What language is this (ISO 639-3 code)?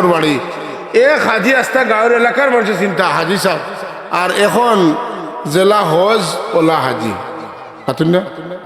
syl